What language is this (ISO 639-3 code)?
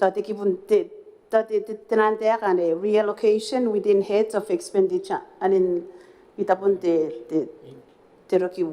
gil